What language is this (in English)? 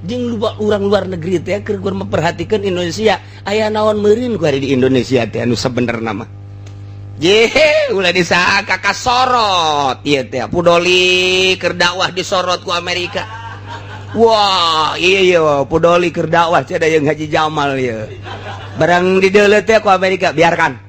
Sundanese